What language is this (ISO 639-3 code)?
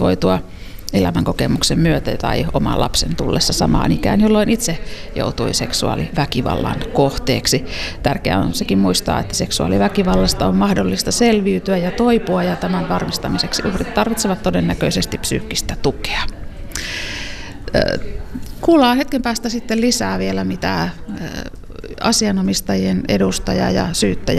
fin